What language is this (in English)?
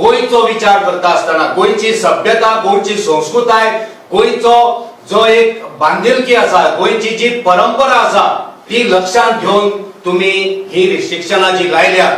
Konkani